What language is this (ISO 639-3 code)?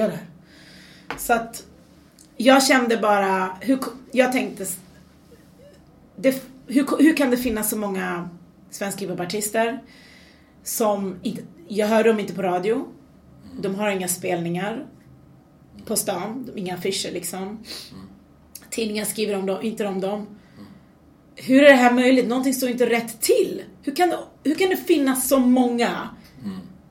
swe